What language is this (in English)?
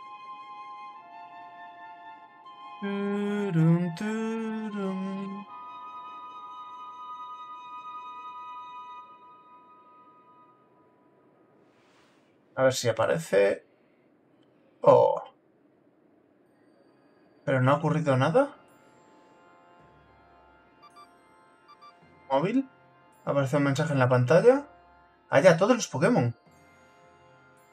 Spanish